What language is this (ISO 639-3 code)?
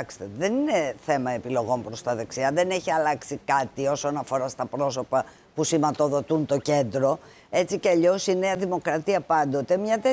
ell